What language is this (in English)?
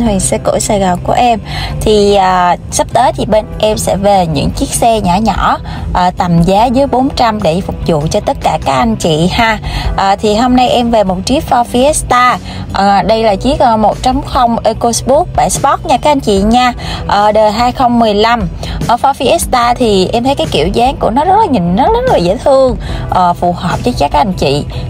Vietnamese